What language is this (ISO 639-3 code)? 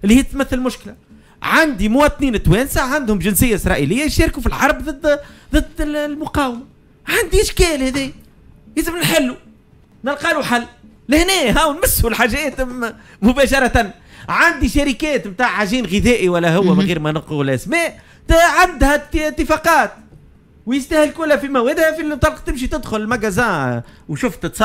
aeb